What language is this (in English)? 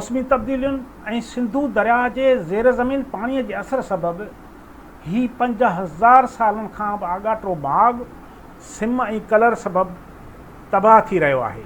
Sindhi